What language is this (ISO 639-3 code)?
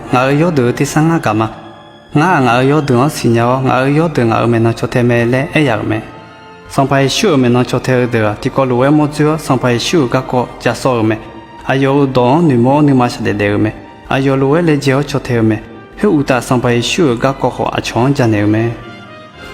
ahk